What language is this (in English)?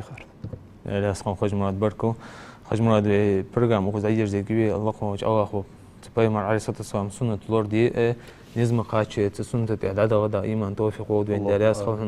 Ingush